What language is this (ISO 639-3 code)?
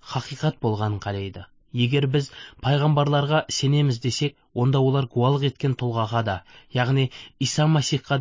kaz